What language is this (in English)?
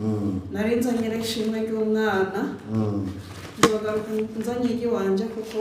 Kinyarwanda